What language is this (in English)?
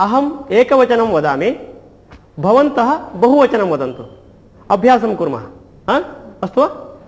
Sanskrit